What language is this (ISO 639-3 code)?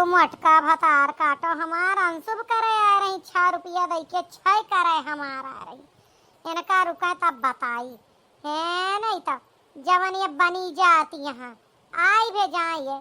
awa